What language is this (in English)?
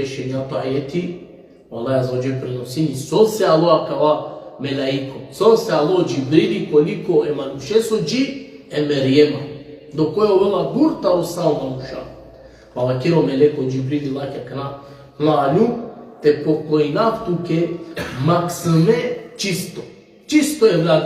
Balkan Romani